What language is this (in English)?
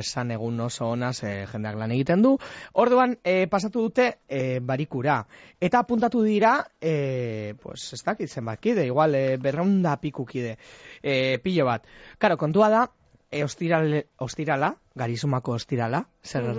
Basque